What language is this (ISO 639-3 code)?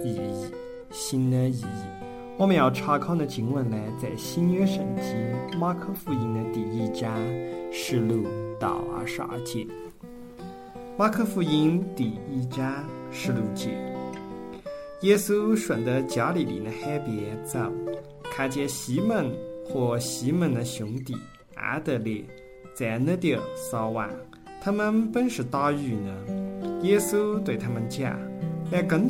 zho